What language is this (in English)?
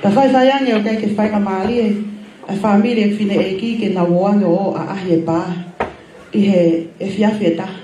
Tongan